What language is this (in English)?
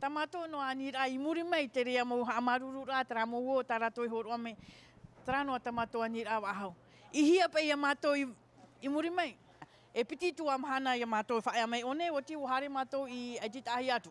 Tahitian